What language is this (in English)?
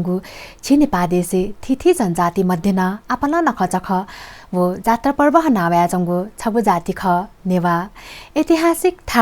Newari